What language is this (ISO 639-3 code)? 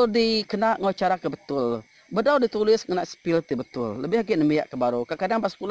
iba